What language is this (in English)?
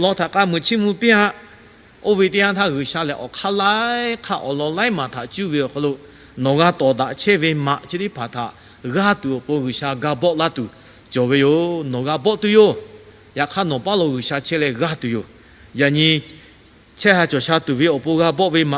Lahu